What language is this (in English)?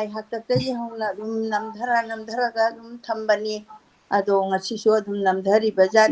Manipuri